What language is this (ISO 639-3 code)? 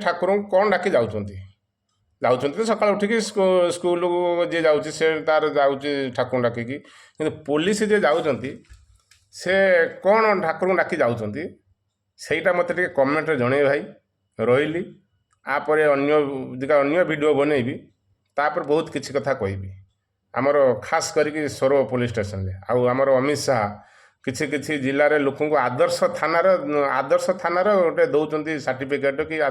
ori